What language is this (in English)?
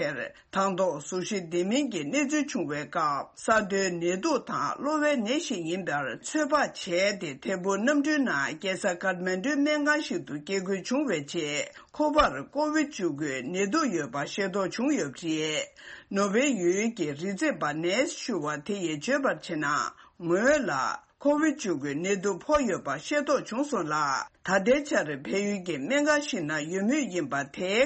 Tibetan